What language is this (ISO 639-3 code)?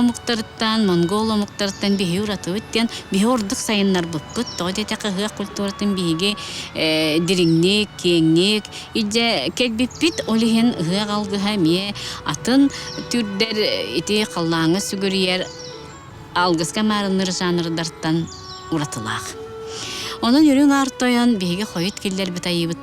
sah